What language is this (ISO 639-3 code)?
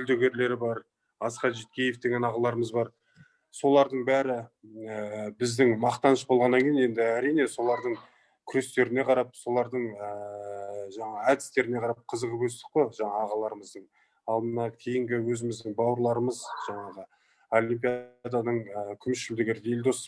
kaz